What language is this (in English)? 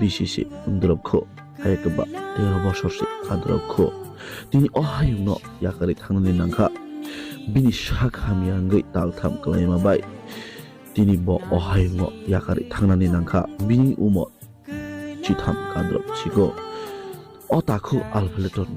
Kok Borok